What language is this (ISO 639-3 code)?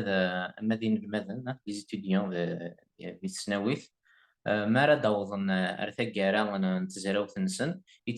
kab